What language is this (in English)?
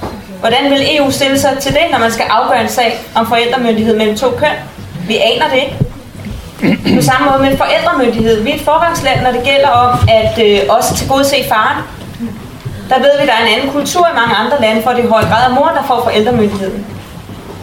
Danish